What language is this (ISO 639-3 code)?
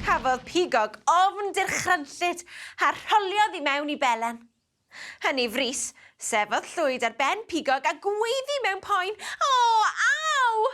cym